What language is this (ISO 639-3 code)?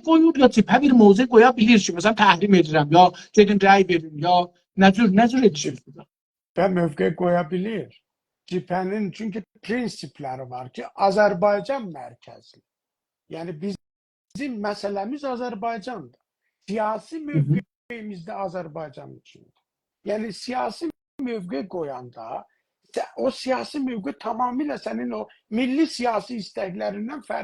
azb